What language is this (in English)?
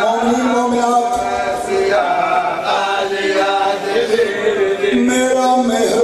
Urdu